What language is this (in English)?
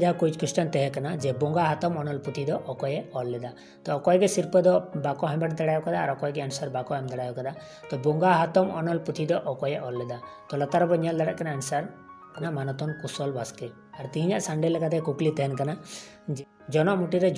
Santali